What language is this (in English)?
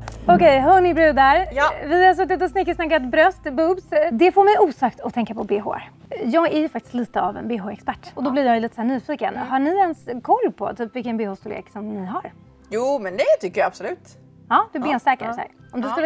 Swedish